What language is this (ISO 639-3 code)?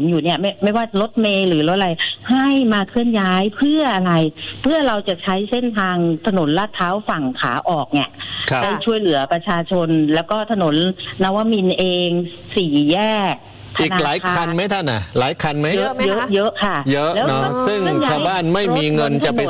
tha